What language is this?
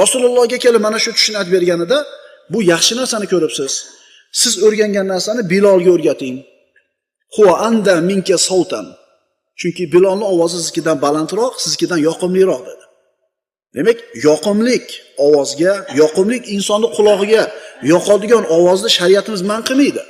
Uzbek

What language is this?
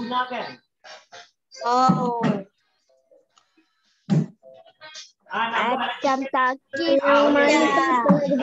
Malay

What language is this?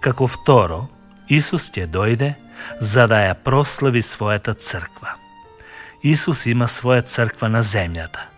Macedonian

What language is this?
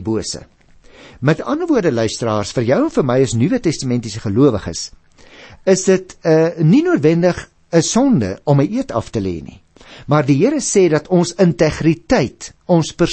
Afrikaans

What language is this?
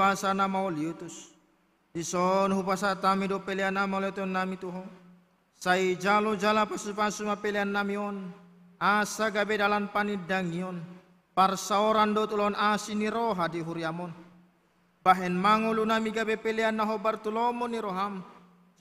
Batak Toba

